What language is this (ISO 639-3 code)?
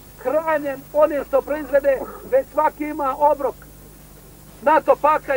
srp